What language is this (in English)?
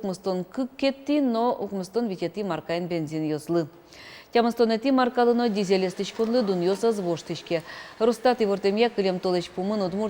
Udmurt